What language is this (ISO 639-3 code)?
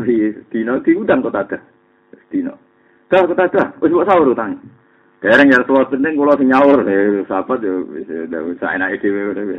jav